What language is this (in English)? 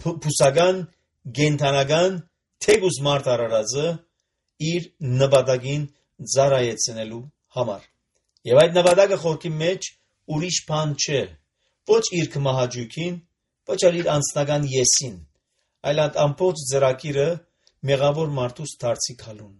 Armenian